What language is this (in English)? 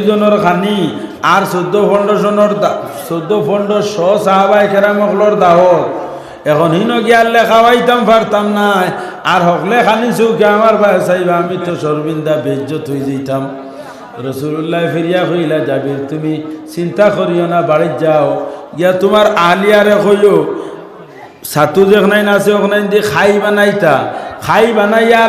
Sylheti